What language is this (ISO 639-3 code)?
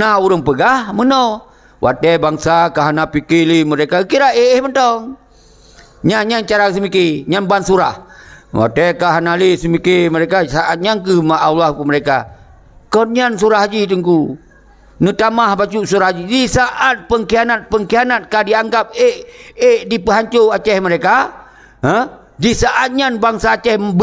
ace